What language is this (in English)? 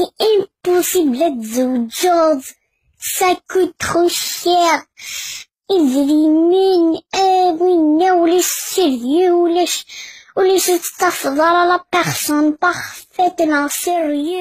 Kabyle